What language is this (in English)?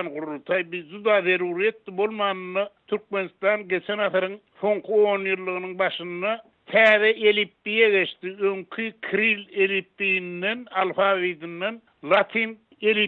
Turkmen